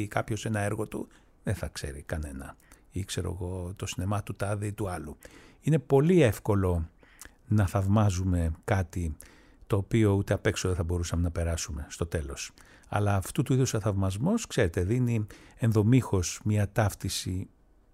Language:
Greek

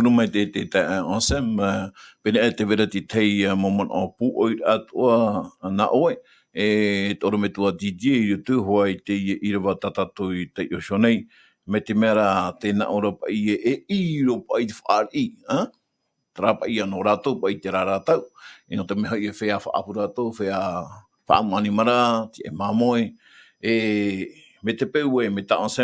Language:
Tahitian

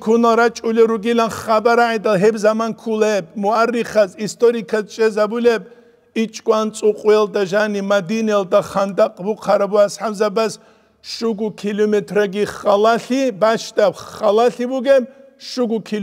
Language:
Avaric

